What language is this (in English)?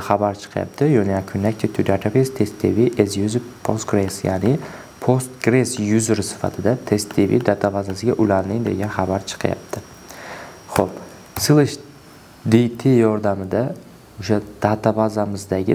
Uzbek